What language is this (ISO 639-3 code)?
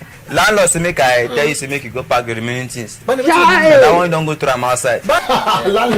pcm